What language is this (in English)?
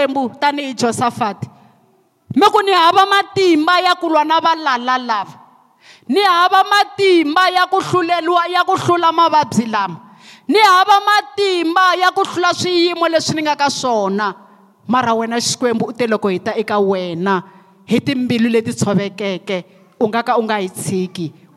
Tsonga